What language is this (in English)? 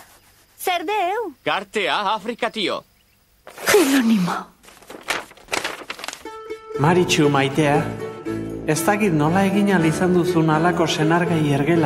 Basque